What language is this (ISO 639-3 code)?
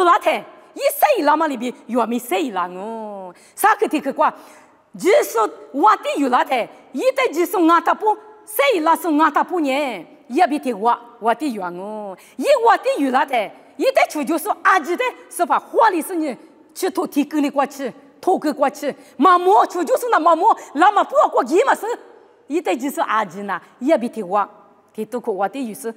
lis